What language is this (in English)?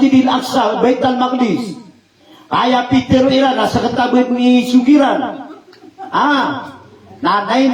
Maranao